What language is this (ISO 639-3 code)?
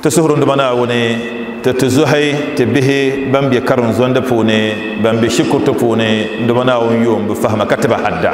dag